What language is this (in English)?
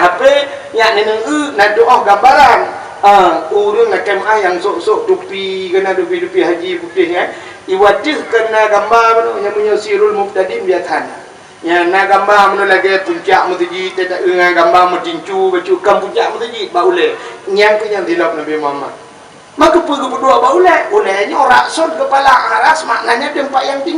Achinese